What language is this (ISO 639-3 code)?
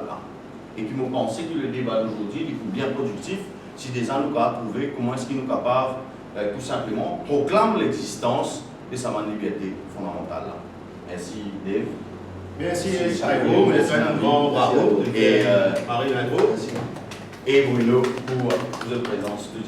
mfe